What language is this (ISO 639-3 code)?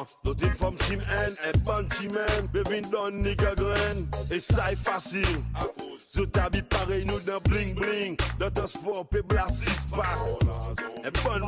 crs